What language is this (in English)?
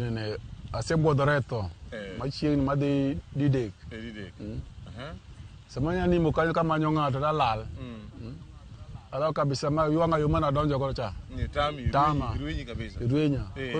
Luo (Kenya and Tanzania)